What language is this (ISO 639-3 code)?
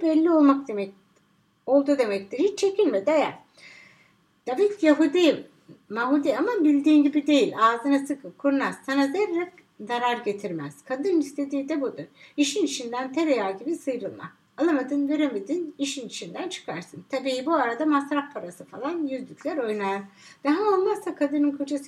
tur